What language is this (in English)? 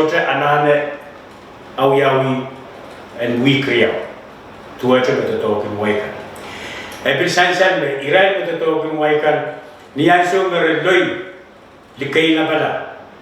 Pohnpeian